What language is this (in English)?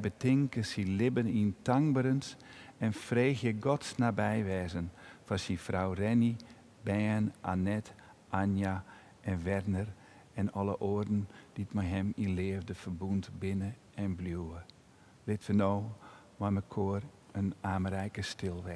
Western Frisian